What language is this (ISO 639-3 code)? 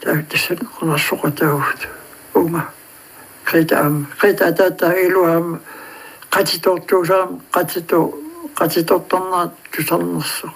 kal